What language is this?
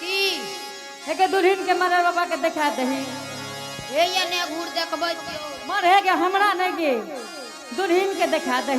Angika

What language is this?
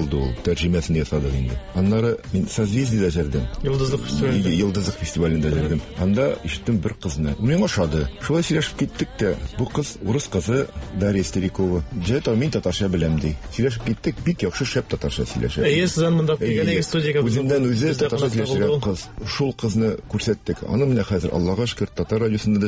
Tatar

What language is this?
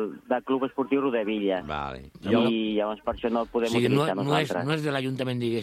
Catalan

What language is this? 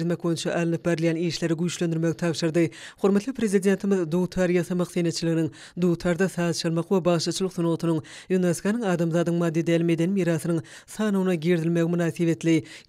Turkmen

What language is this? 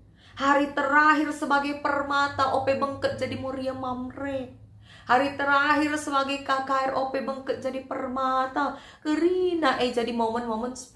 Batak Karo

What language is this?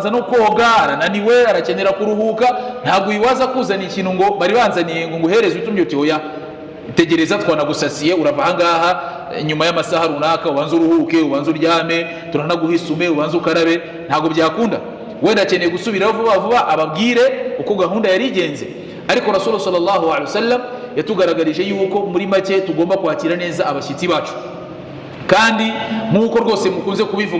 Kinyarwanda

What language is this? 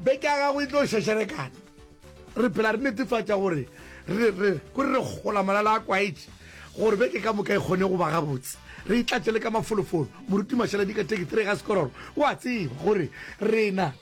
Northern Sotho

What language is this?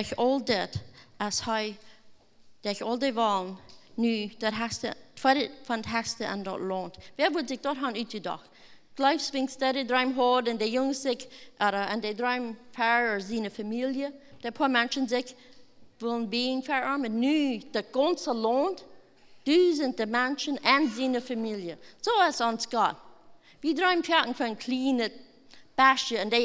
Plautdietsch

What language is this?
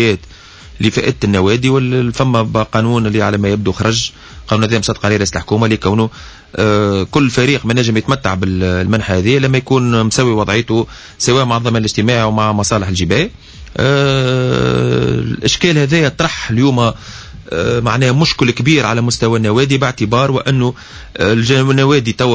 Tunisian Arabic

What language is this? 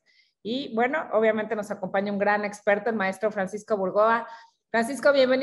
Spanish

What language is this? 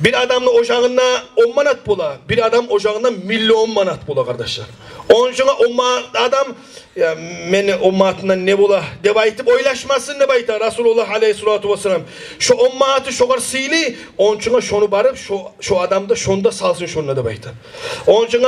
Kumyk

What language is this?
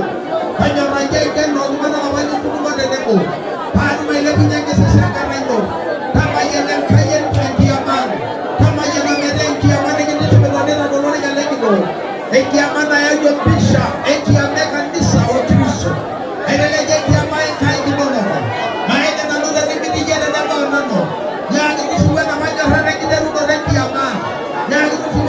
Masai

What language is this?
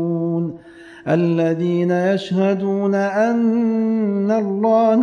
Arabic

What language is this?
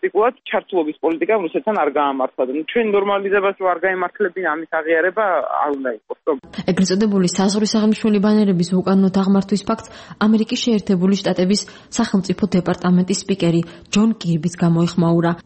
Georgian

